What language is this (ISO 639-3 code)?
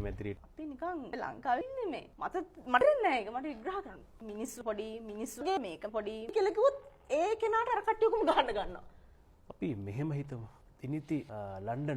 sin